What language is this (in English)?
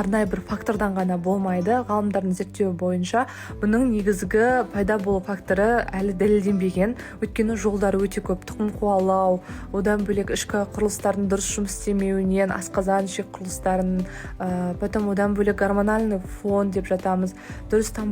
Kazakh